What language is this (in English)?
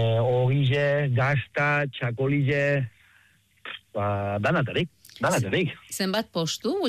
Basque